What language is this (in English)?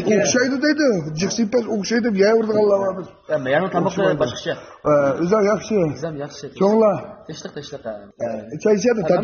Uyghur